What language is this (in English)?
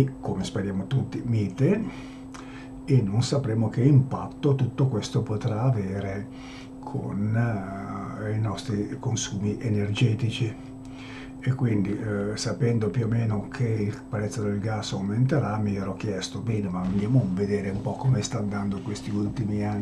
Italian